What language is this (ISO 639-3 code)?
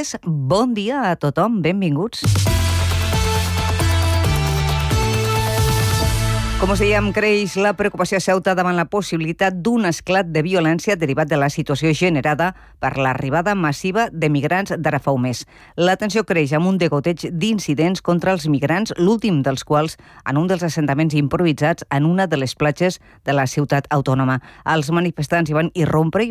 cat